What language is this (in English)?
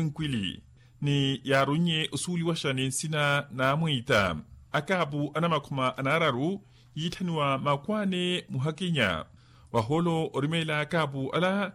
Makhuwa